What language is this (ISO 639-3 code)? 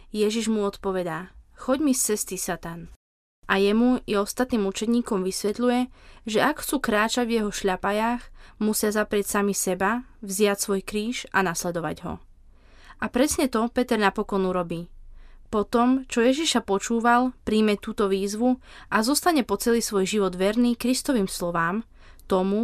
slk